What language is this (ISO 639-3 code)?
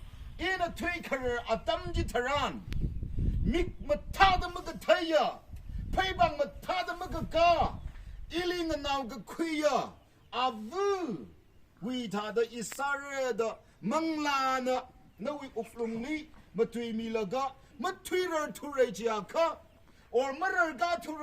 nmf